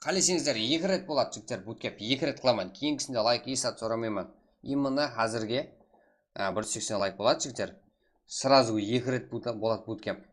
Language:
Kara-Kalpak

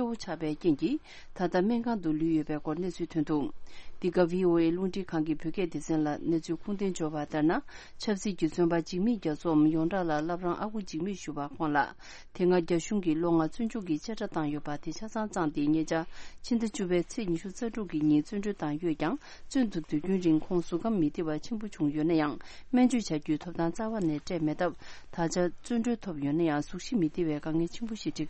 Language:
Tibetan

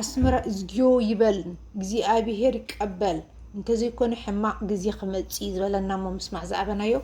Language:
Tigrinya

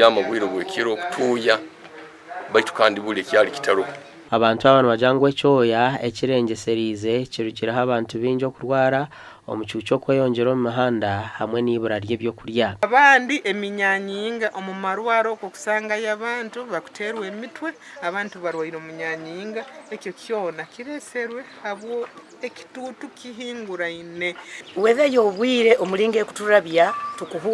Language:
Nyankole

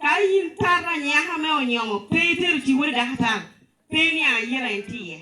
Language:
Lango (Uganda)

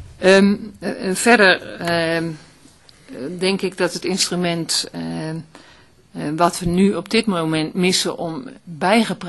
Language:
Dutch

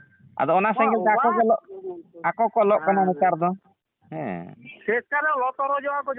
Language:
Santali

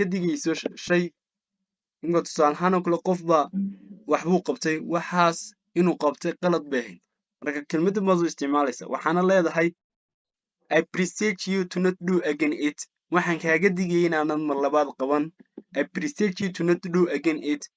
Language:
Somali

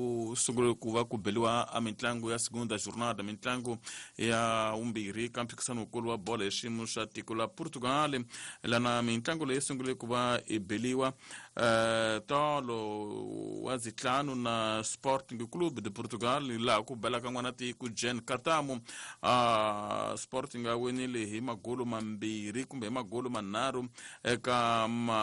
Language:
Tsonga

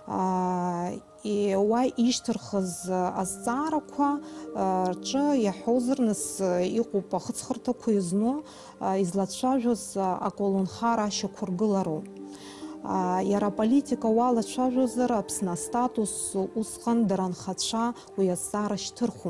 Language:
Abkhazian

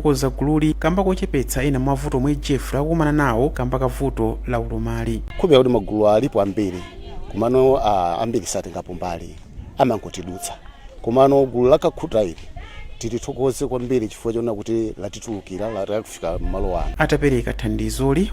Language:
Nyanja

